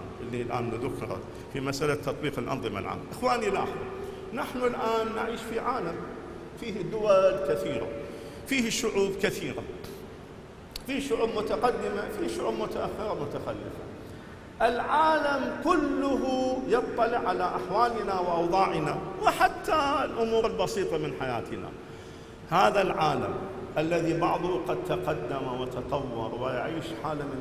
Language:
Arabic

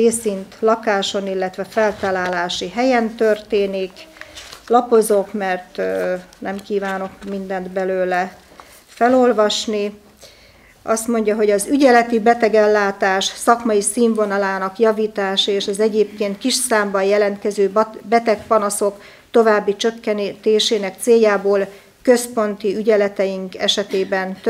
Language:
Hungarian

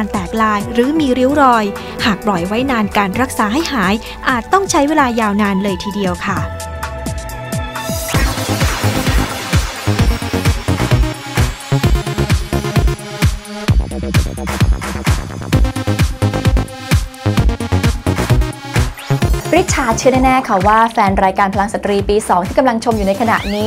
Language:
Thai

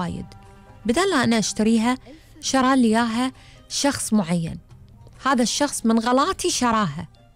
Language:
Gulf Arabic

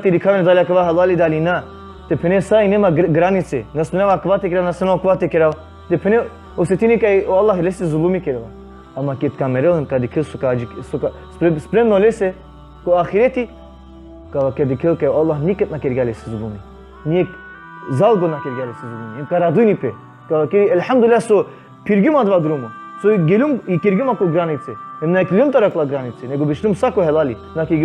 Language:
Balkan Romani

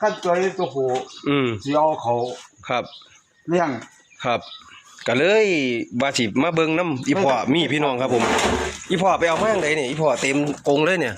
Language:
Northeastern Thai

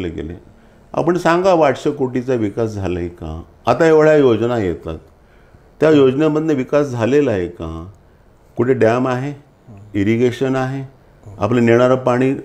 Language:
Marathi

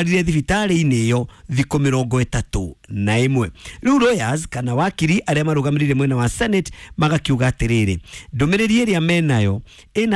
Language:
Kikuyu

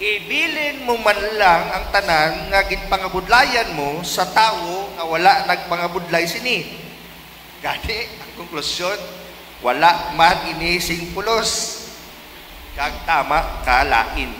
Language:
Hiligaynon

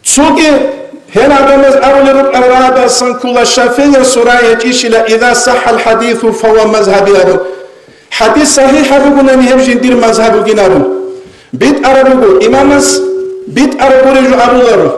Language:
Avaric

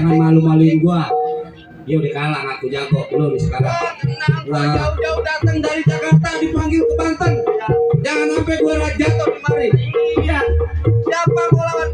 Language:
Betawi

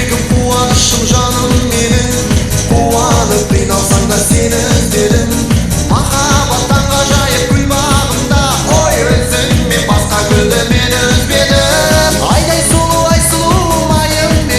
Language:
Kara-Kalpak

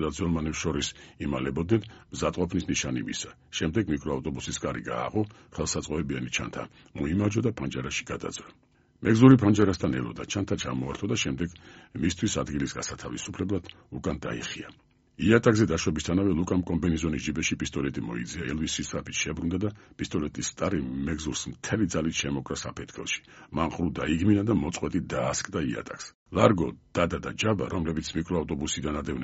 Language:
Georgian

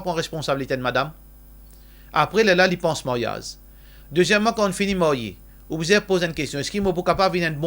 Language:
Morisyen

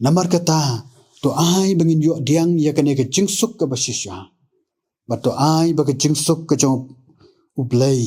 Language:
Khasi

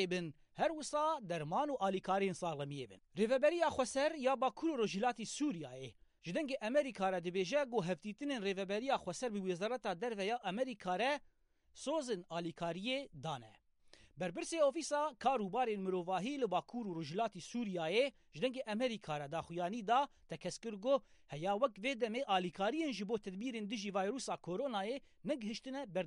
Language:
Kurdish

